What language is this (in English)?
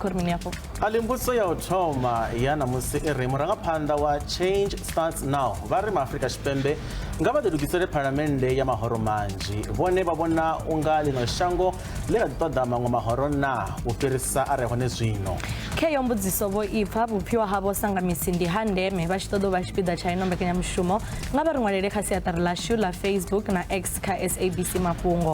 Venda